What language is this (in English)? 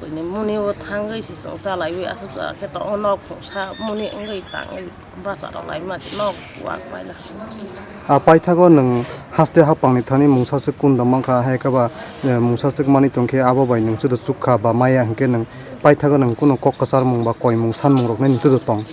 Kok Borok